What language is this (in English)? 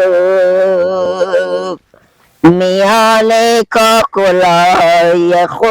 Persian